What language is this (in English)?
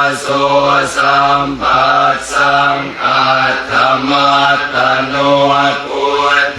Pali